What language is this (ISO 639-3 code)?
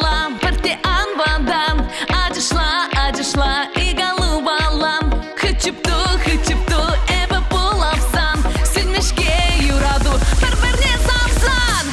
chv